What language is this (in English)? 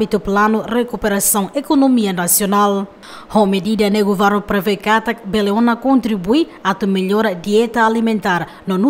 Tetum